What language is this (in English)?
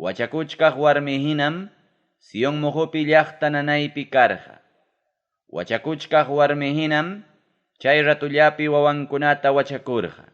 Ayacucho Quechua